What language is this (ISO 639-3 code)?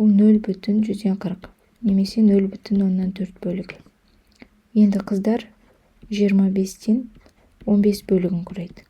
kaz